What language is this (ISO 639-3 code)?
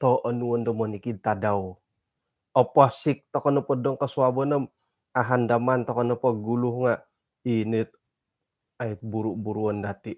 dtp